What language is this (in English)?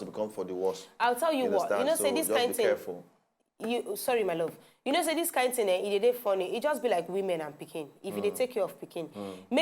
Nigerian Pidgin